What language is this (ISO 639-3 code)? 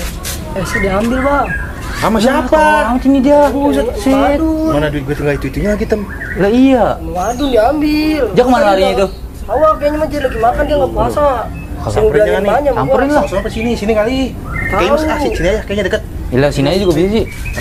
bew